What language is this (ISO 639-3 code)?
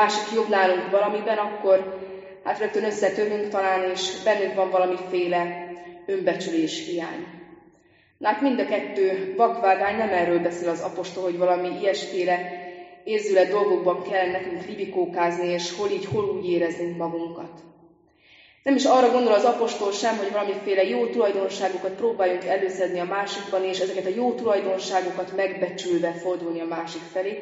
hun